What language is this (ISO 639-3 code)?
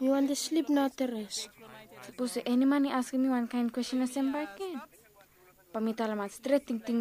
bis